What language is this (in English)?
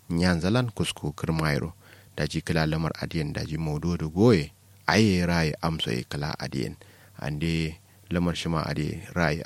Kanuri